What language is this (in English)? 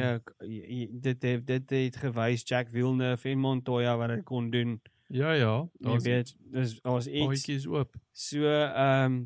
Afrikaans